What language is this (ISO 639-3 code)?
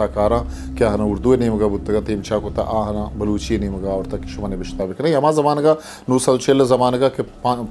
bgp